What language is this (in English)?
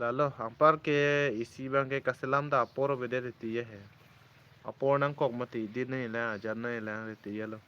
Karbi